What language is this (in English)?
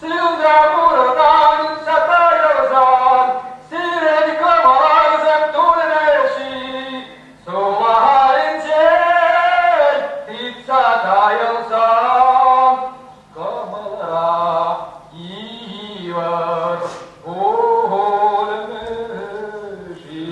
Chuvash